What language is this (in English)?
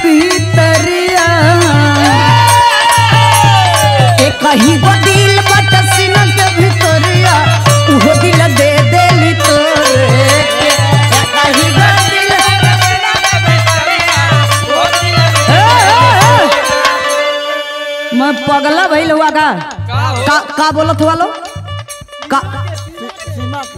Bhojpuri